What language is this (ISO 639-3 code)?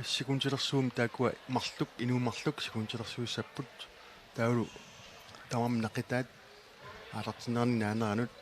kal